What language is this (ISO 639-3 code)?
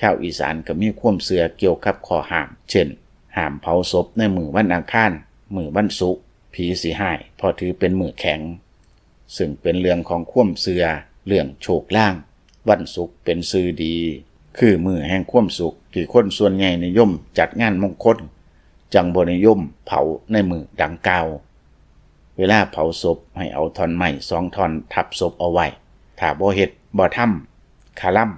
lao